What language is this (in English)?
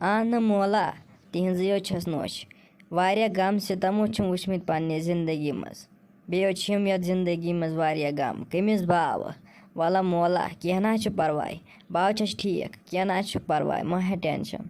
Kashmiri